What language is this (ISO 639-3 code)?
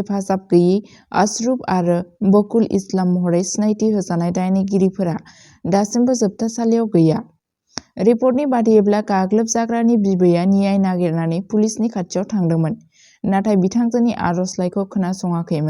brx